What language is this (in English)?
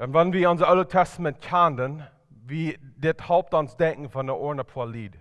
Plautdietsch